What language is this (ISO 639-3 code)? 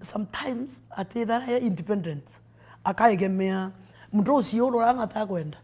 mer